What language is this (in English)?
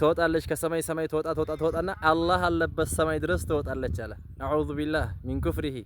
Amharic